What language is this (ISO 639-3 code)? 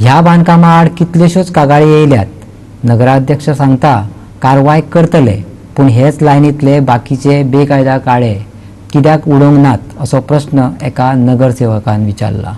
kok